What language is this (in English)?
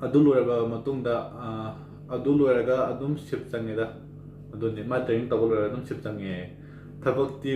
Manipuri